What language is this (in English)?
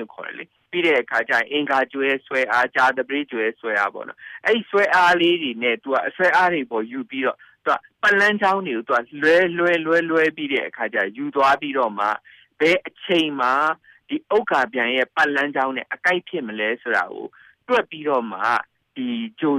Burmese